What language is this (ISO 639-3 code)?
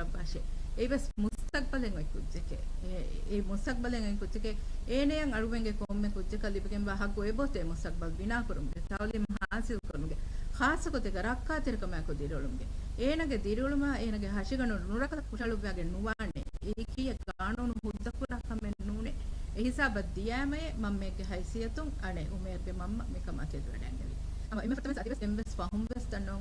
div